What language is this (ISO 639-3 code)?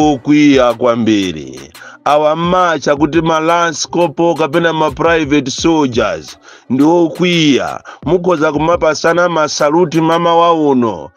nya